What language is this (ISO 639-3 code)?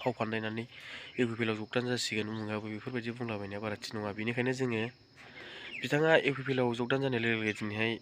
brx